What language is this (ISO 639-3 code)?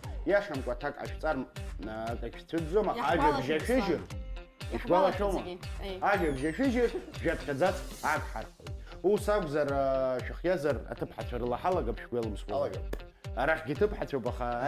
abk